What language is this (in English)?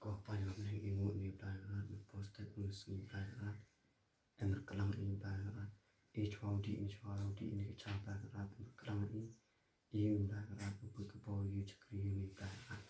Khasi